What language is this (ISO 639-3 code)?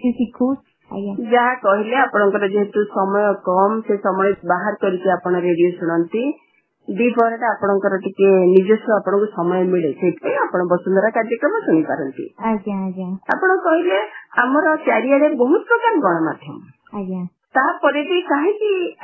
ori